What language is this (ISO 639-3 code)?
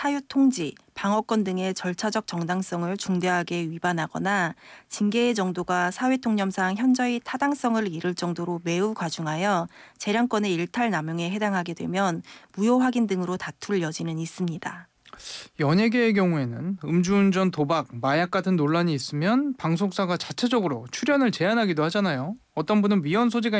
kor